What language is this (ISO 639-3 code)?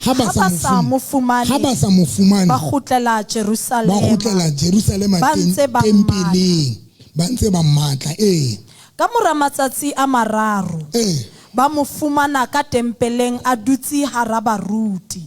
sot